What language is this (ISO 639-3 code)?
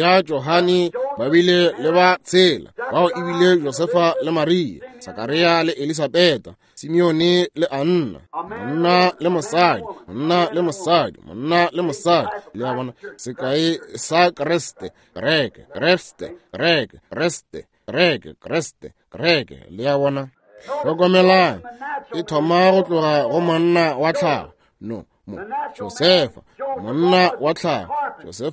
nso